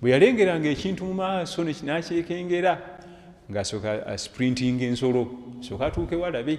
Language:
Ganda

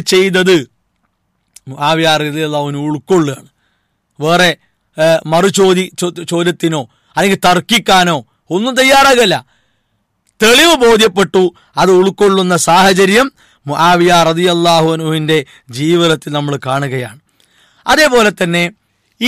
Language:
Malayalam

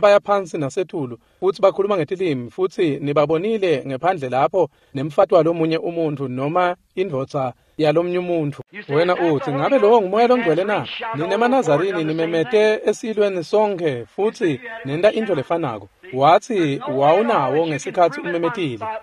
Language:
Swati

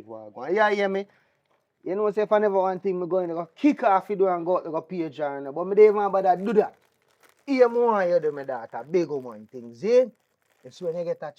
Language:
Jamaican Creole English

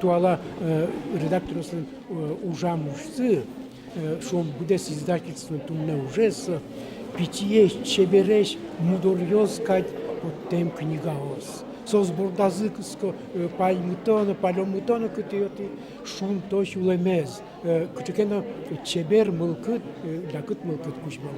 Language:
Udmurt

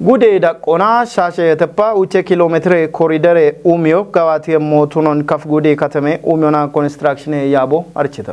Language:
Kafa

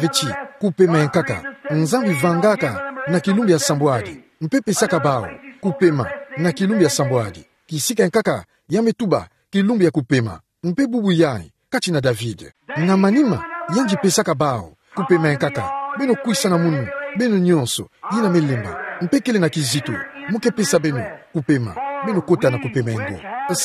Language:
Kituba (Democratic Republic of Congo)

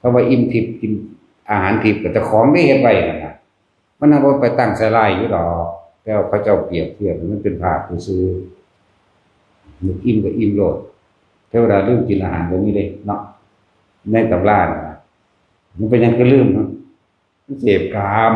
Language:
Northeastern Thai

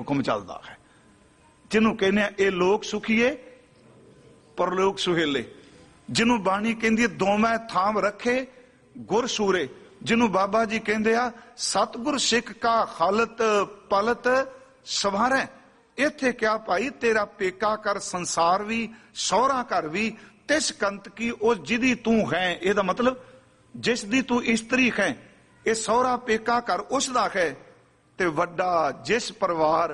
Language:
Punjabi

